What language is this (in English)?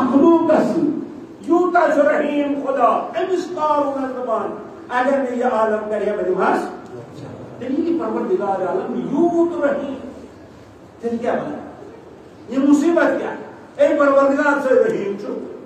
Kashmiri